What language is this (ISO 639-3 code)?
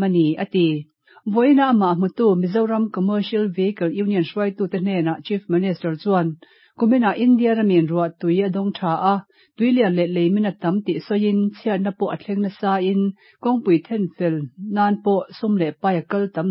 lus